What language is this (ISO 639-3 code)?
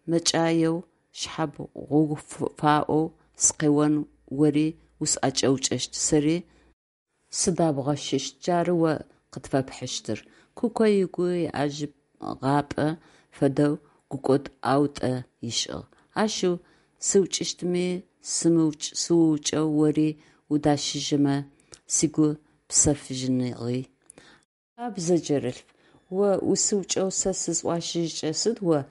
ady